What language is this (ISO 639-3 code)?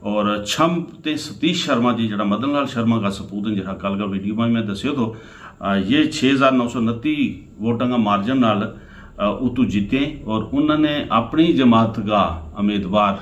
gju